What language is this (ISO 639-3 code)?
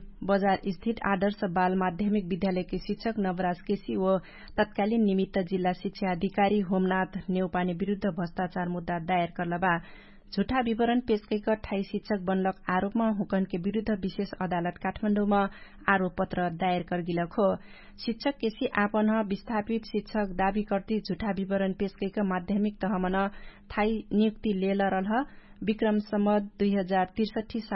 thl